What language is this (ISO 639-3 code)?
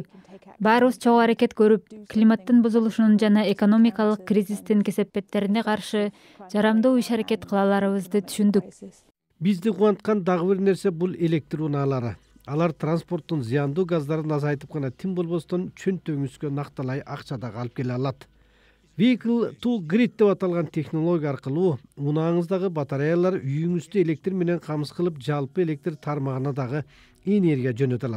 kir